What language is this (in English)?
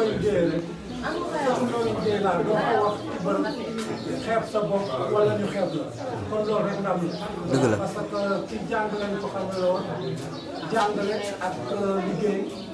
Wolof